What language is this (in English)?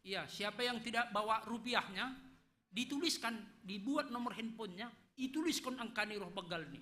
Batak Simalungun